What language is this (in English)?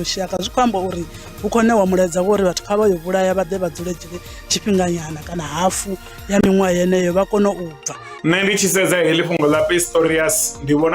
Venda